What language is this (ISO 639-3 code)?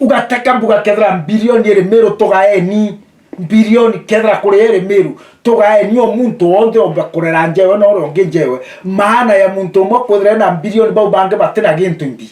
mer